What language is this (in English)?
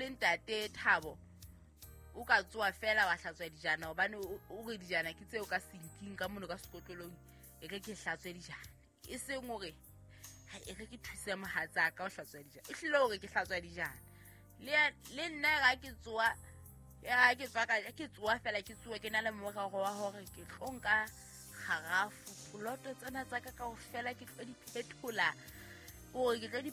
Southern Sotho